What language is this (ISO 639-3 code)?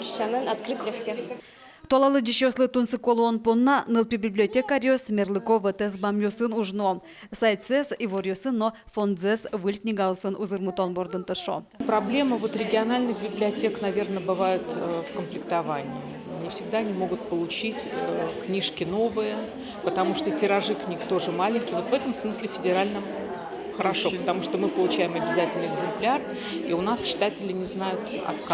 udm